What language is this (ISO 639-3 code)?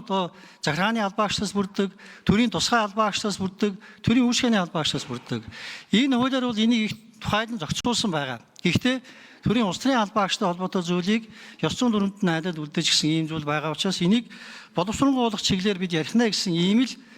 mon